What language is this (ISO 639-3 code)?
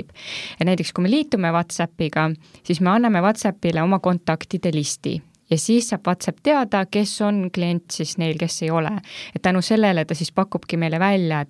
est